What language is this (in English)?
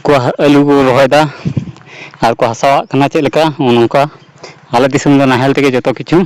Santali